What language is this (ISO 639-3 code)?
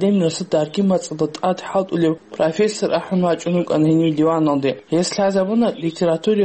ava